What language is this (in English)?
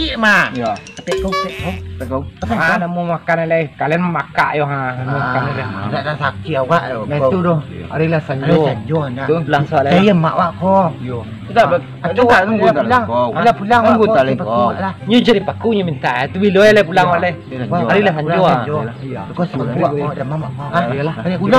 Minangkabau